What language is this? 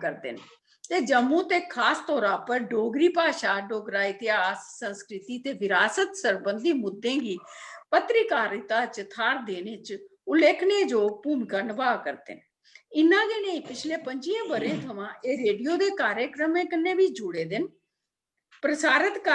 Dogri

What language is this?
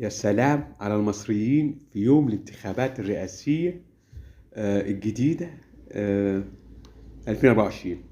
Egyptian Arabic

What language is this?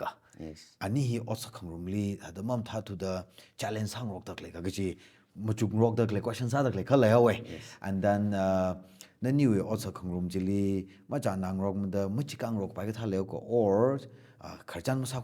Tangkhul Naga (India)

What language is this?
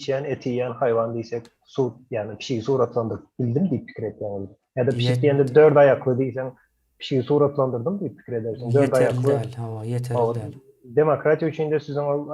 Turkmen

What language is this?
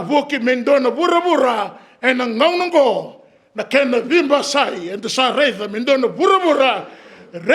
Fijian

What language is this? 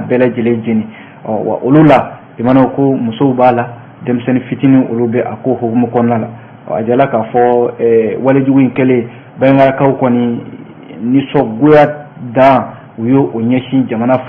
Bambara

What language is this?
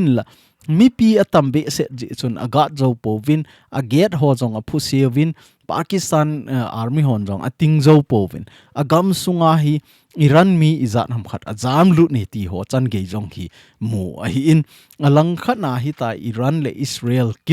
Thado Chin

